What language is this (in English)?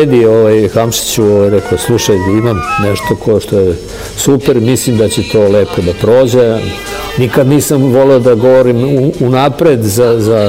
Bosnian